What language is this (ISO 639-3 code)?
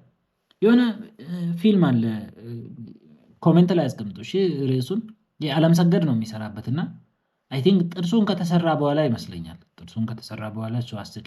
amh